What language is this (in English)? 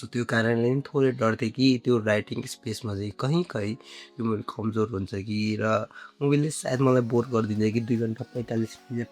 Nepali